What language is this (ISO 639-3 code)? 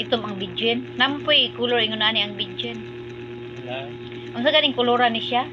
ceb